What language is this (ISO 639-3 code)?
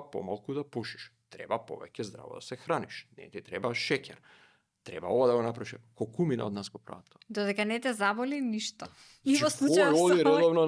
mkd